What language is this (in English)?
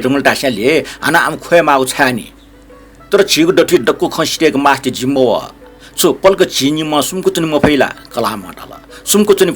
Newari